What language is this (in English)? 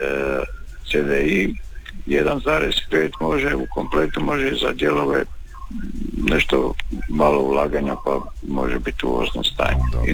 Croatian